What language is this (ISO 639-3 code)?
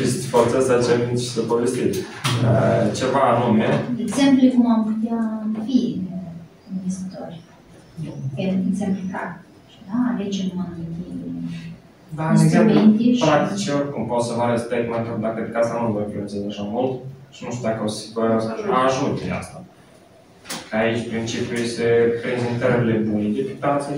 ron